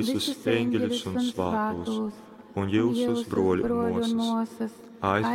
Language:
Latgalian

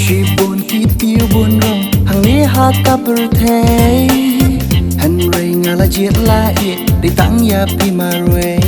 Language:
Khasi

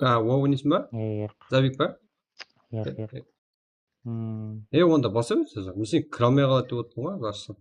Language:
Kara-Kalpak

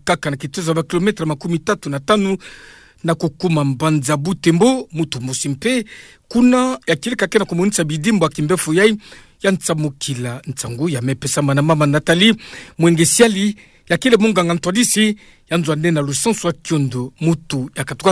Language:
Kituba (Democratic Republic of Congo)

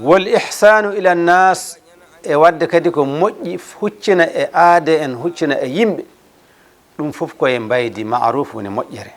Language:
Fula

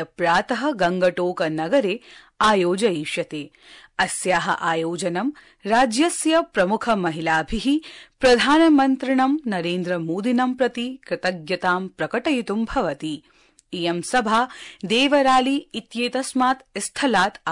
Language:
Sanskrit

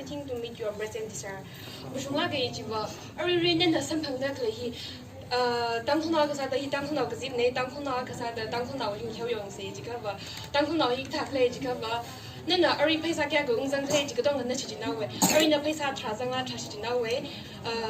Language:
Tangkhul Naga (India)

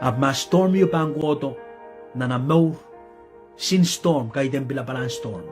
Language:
Pohnpeian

